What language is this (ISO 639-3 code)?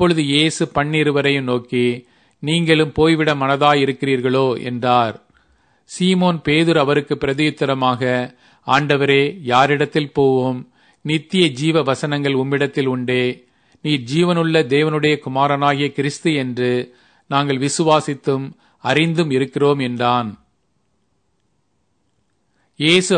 tam